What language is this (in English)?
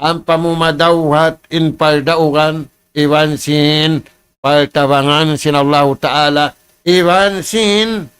Tausug